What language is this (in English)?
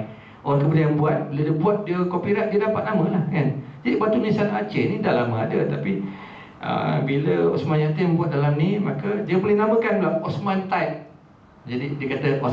Malay